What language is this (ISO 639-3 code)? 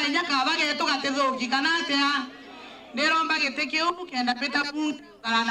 mer